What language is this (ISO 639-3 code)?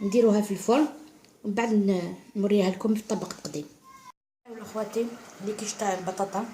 arq